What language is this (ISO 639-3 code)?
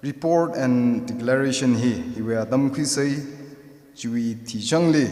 nmf